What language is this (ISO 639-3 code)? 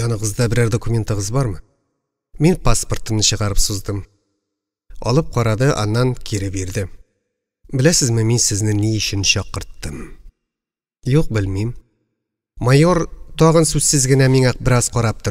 tat